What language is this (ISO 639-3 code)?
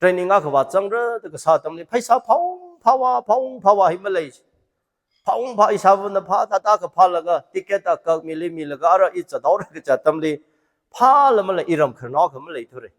nmf